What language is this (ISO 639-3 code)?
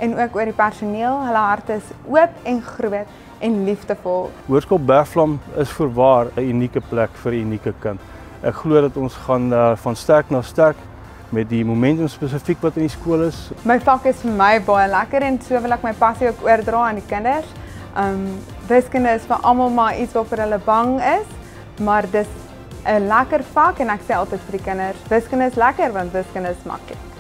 afr